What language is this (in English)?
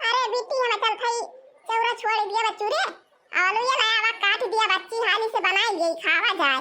Awadhi